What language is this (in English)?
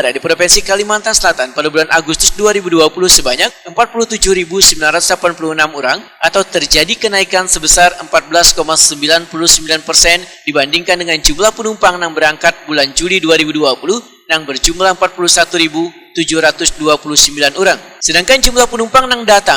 Banjar